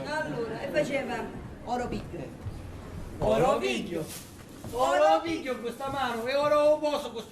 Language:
Sicilian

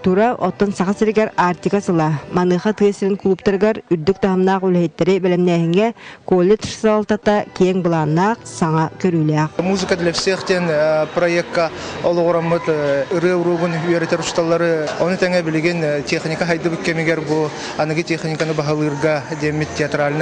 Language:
Yakut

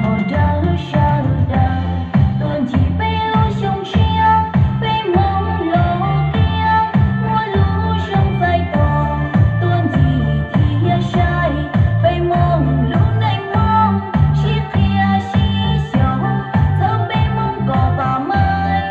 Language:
Hmong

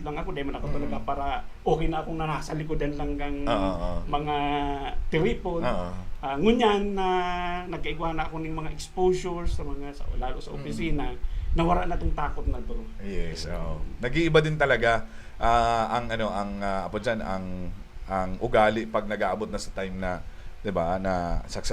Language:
Bikol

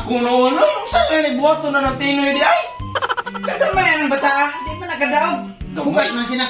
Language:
Cebuano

